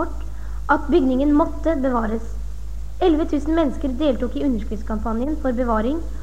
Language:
Norwegian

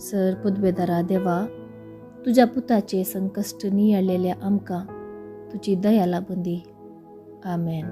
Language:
Konkani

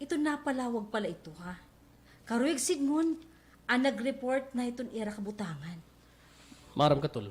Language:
Waray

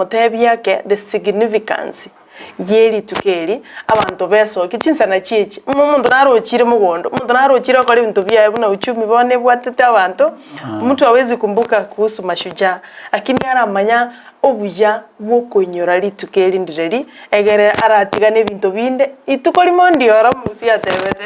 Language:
Gusii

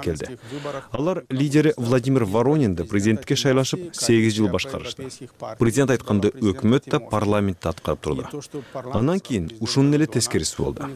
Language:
Kyrgyz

